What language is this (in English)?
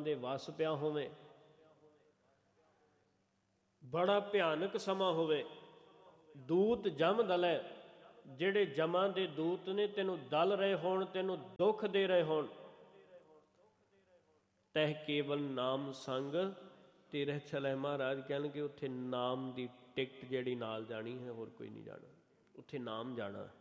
Punjabi